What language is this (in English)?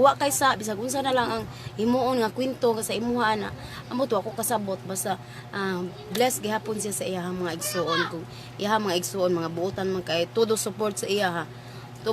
Cebuano